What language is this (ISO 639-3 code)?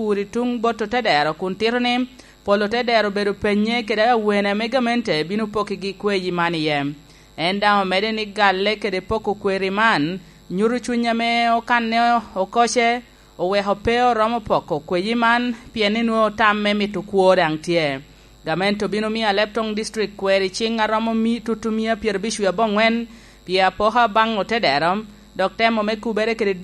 laj